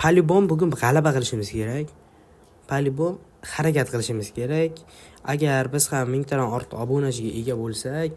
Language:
Uzbek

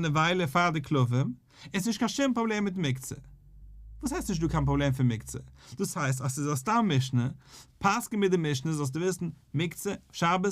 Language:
Yiddish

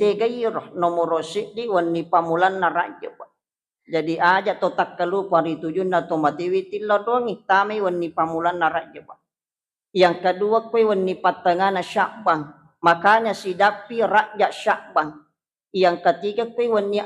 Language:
Buginese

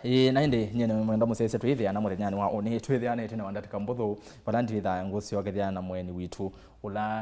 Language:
Kamba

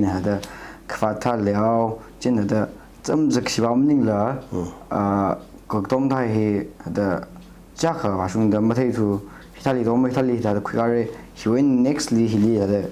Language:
Tangkhul Naga (India)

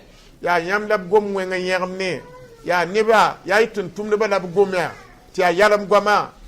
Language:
Mossi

